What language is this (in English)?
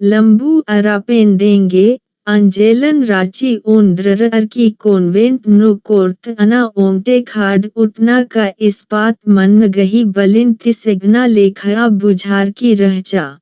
Kurukh